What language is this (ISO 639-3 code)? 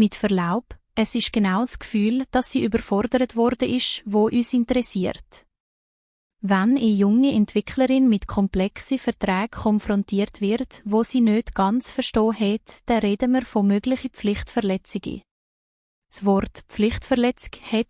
gsw